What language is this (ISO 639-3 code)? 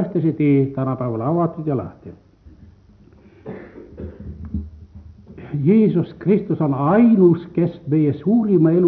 est